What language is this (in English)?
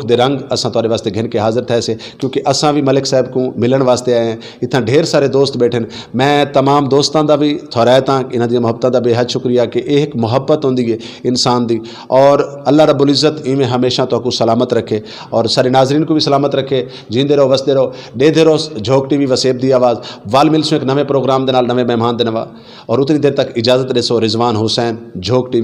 Saraiki